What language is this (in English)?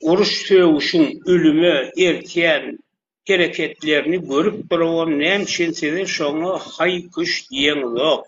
Turkmen